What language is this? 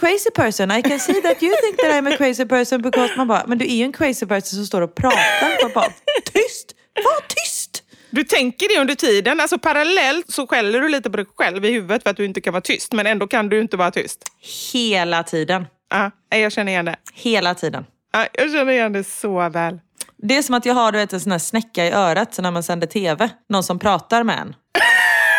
Swedish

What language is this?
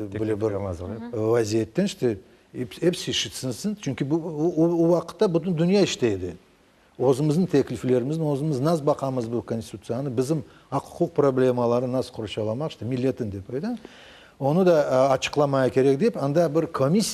Crimean Tatar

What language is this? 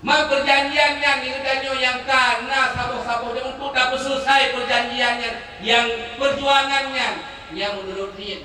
Achinese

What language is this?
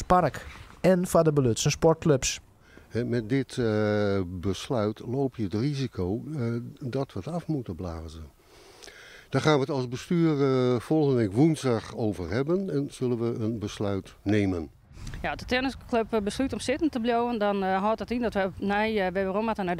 Western Frisian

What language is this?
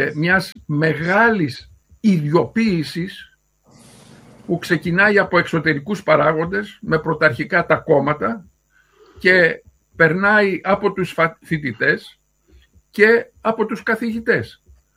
Greek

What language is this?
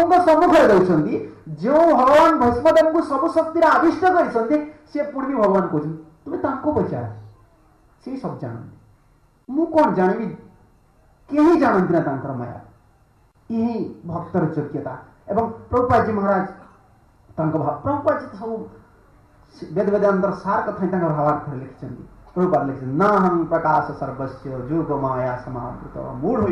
Odia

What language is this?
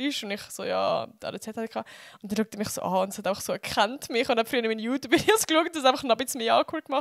Swiss German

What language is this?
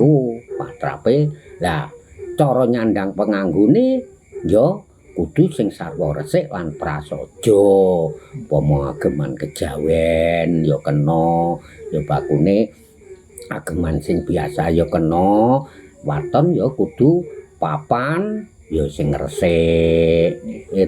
Javanese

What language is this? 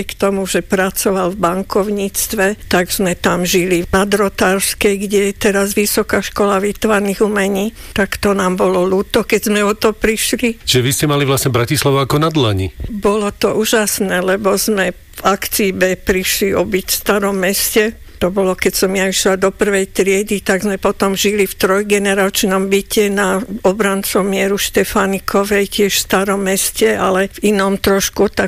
Slovak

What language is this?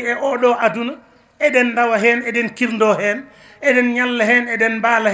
Fula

